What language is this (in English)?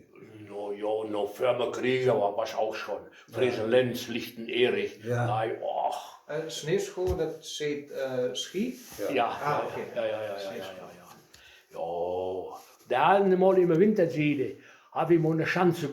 Westphalien